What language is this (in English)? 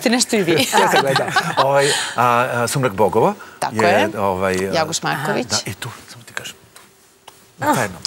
Serbian